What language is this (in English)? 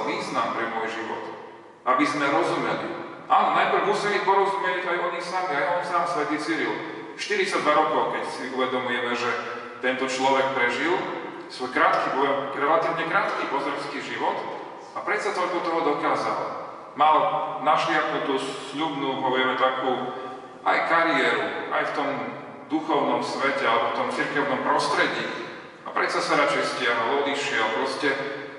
Slovak